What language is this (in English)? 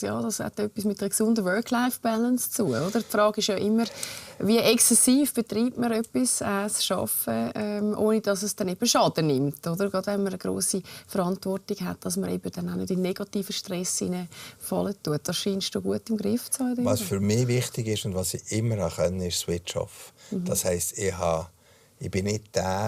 Swiss German